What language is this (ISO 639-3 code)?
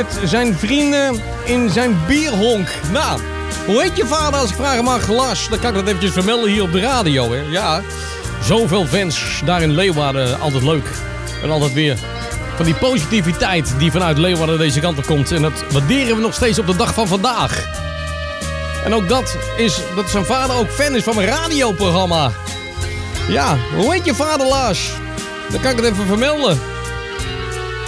nld